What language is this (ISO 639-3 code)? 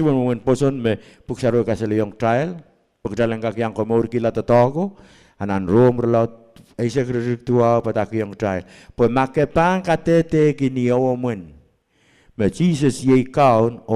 pon